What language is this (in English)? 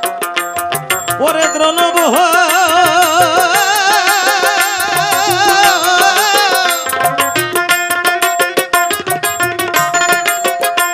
Bangla